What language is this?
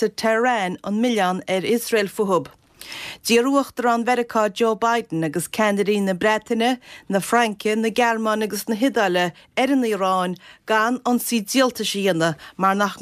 Irish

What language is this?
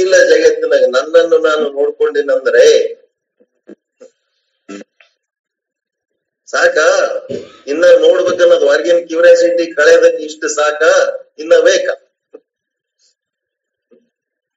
Kannada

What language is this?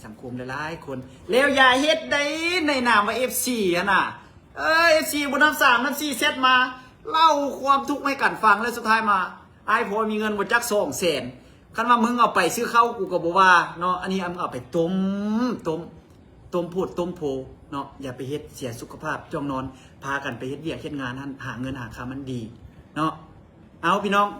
Lao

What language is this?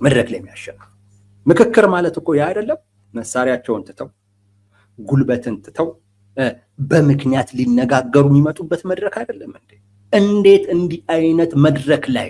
Amharic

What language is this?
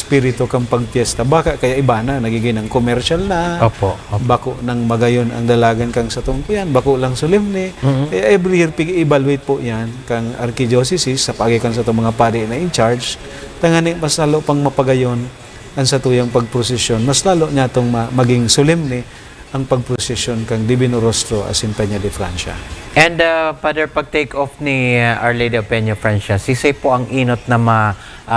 Bikol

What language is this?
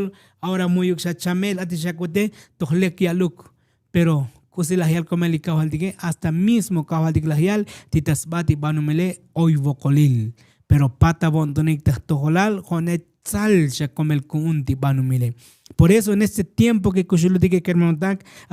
Tzotzil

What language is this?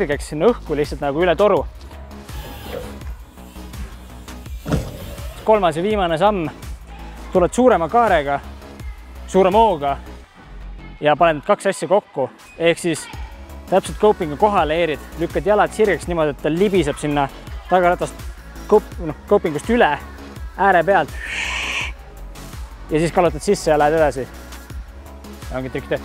Estonian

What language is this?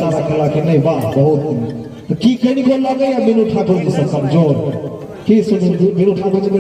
Maithili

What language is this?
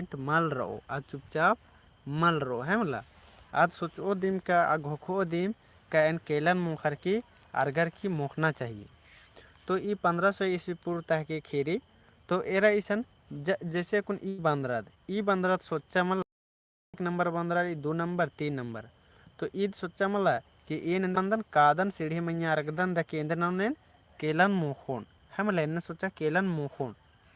Kurukh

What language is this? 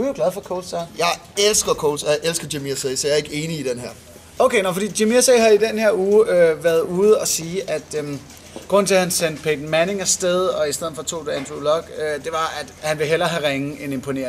Danish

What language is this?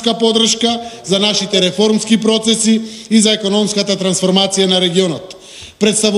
Macedonian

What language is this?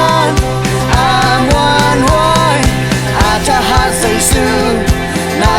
Tedim Chin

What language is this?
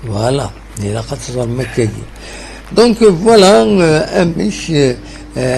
Kabyle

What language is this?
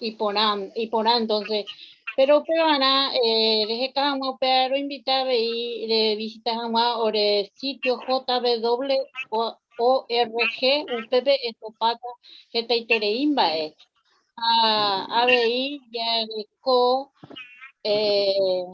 Guarani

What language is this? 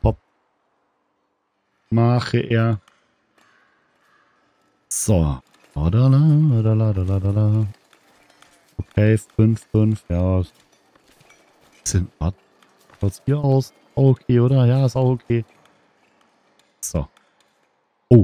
German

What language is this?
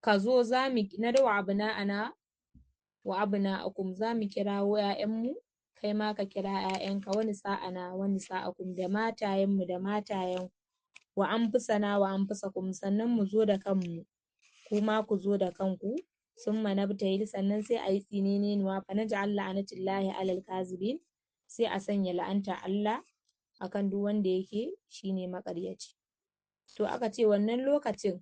Hausa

